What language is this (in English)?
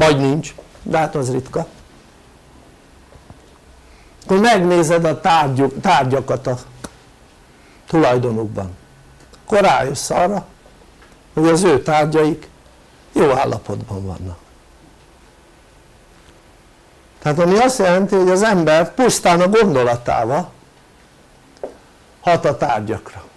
Hungarian